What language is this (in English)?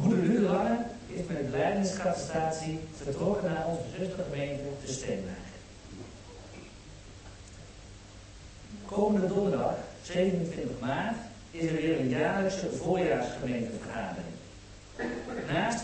Dutch